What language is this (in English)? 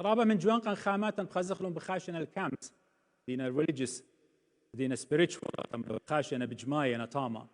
Assyrian Neo-Aramaic